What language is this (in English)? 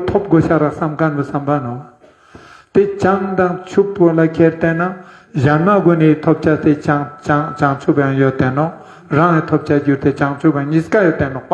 Ladakhi